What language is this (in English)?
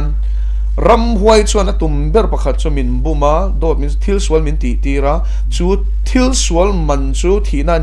Mizo